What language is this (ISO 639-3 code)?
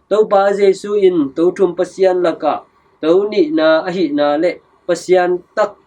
ctd